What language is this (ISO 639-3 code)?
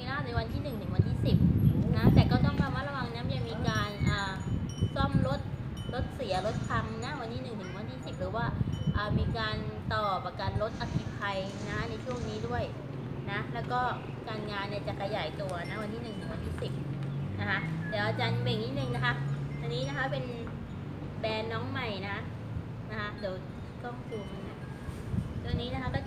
tha